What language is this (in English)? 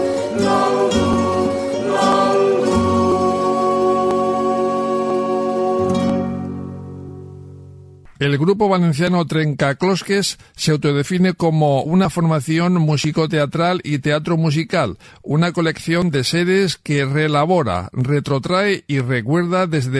Spanish